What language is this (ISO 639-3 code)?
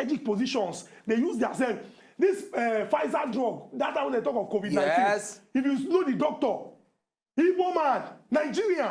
pcm